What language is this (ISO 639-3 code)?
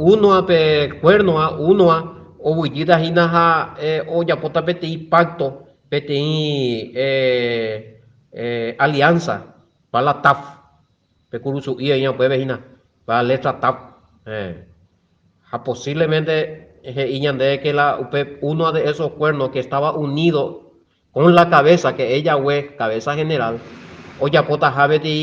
grn